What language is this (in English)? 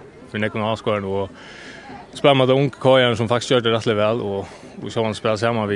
Faroese